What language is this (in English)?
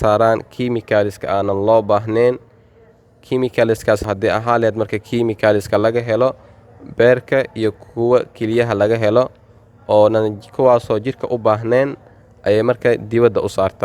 Somali